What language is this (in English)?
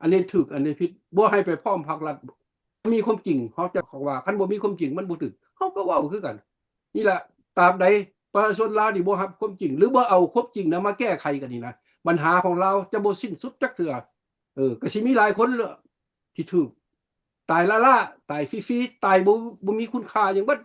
Lao